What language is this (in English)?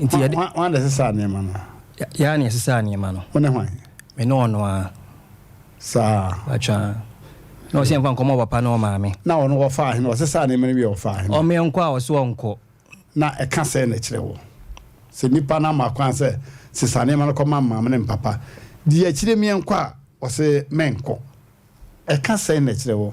Akan